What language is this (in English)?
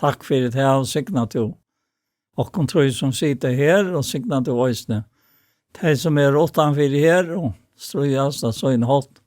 Faroese